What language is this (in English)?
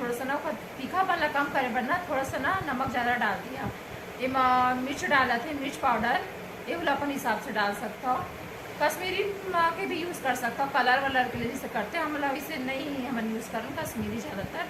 Chhattisgarhi